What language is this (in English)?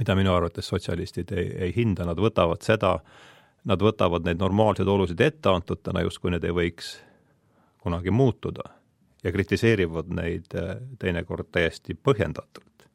Estonian